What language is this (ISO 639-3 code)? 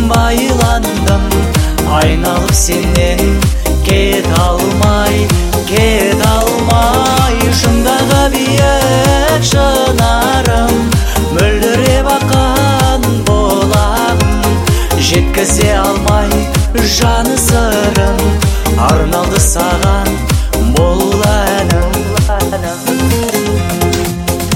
kaz